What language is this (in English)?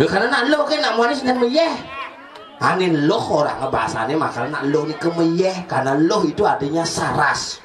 Balinese